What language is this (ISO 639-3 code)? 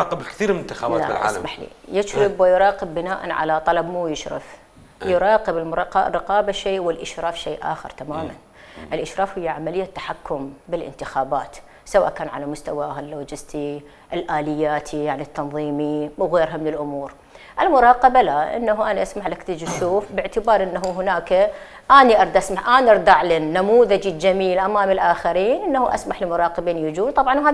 acm